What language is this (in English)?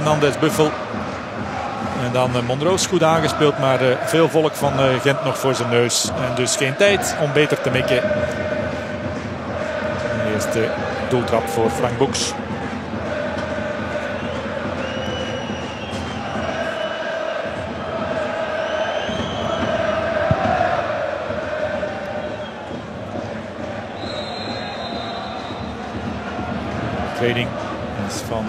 Dutch